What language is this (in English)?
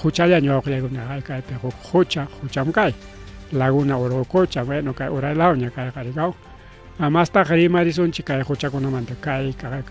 Ayacucho Quechua